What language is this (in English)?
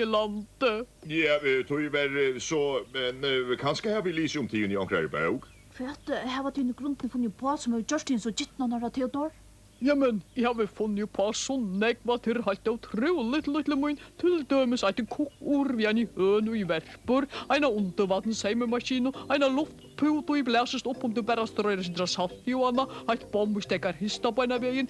Faroese